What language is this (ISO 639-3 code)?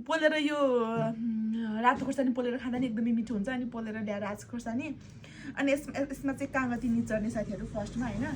nep